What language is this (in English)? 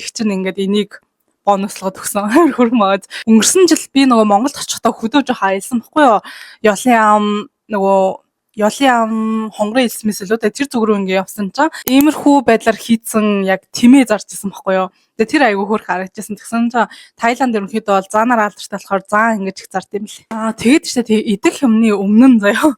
Mongolian